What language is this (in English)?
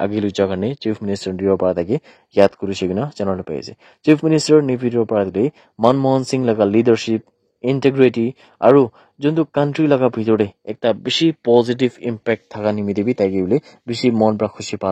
Naga Pidgin